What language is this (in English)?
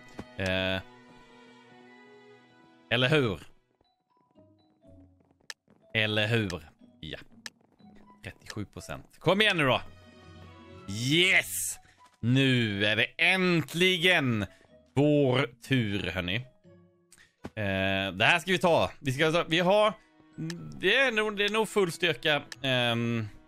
Swedish